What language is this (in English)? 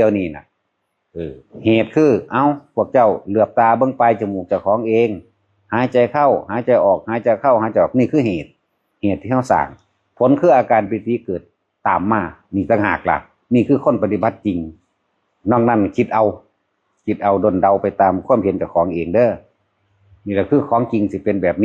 Northeastern Thai